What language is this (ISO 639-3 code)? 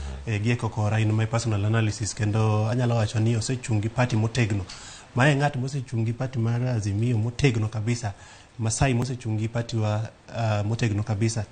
luo